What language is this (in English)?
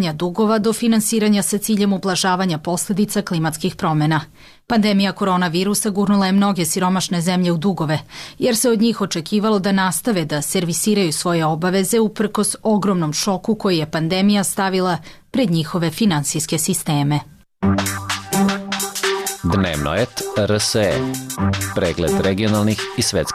Serbian